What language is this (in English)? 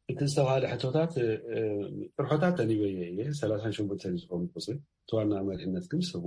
Tigrinya